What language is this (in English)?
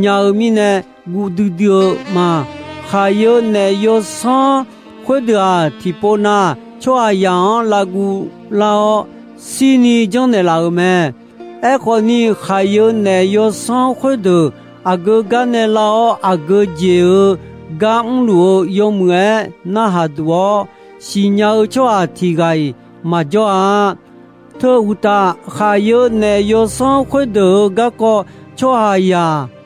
Akha